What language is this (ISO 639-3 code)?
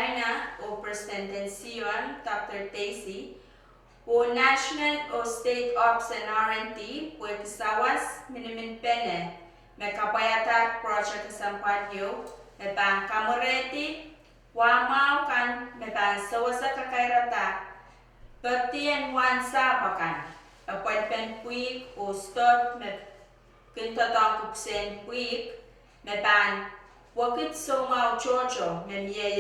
pon